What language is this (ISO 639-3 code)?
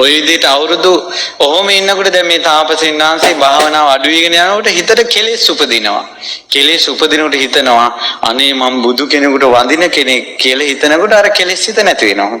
sin